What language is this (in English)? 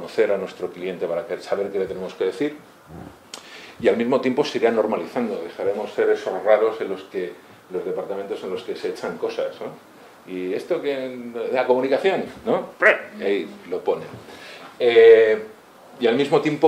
Spanish